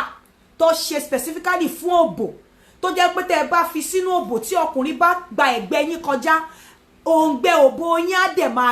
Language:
Yoruba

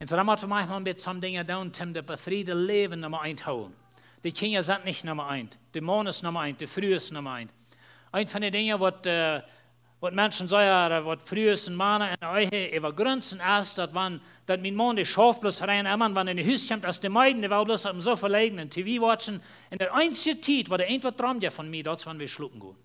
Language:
Plautdietsch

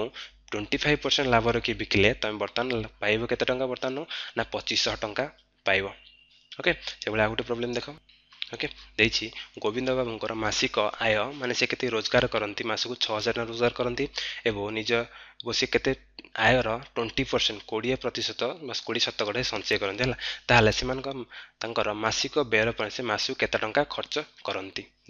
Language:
Odia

